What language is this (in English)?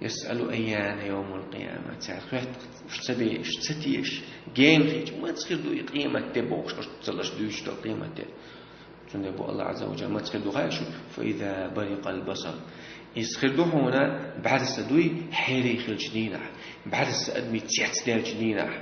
Chechen